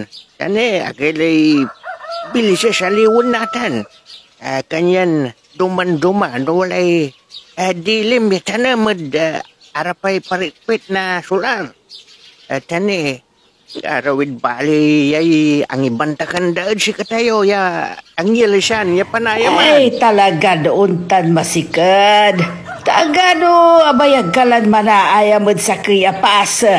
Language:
Pangasinan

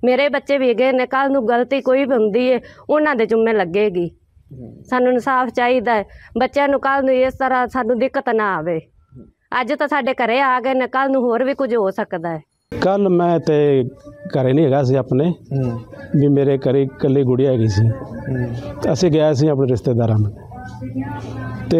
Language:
Punjabi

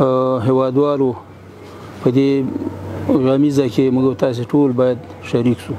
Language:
Pashto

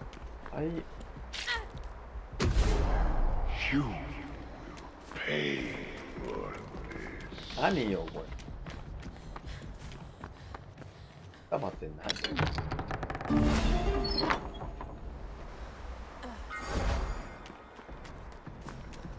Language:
Japanese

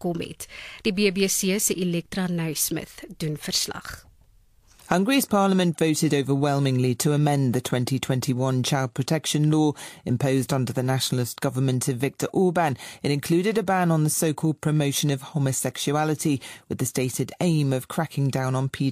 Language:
Afrikaans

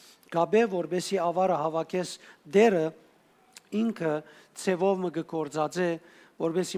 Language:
Western Armenian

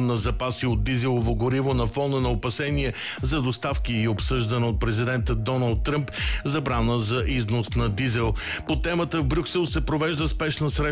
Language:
Bulgarian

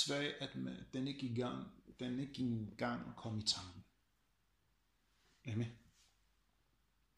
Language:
Danish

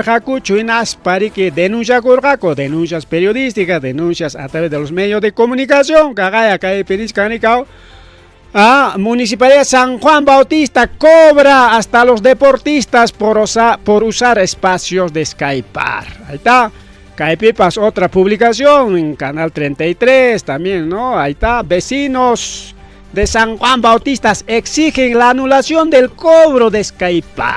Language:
Ayacucho Quechua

